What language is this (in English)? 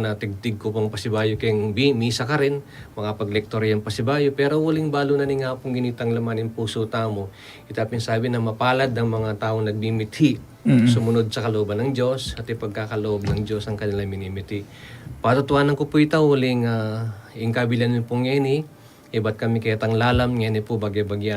Pampanga